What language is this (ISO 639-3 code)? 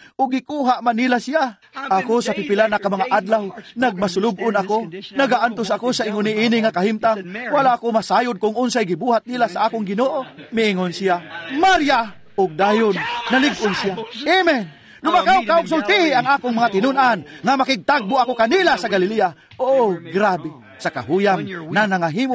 ceb